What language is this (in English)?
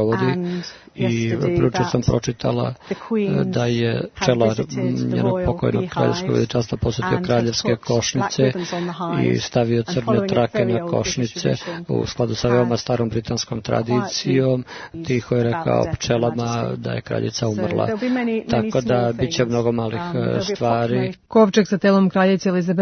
Serbian